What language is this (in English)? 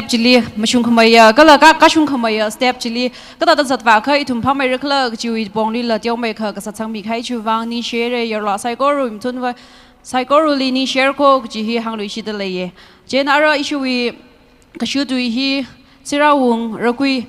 Tangkhul Naga (India)